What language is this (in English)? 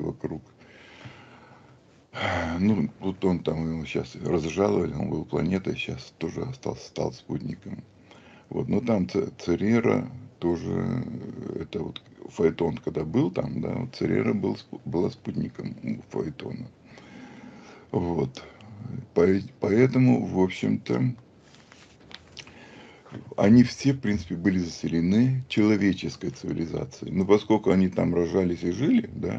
Russian